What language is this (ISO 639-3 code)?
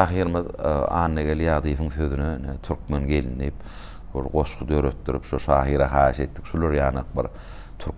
tuk